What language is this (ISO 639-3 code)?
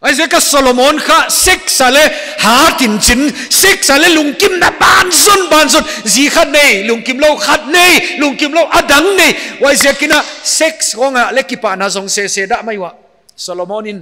pck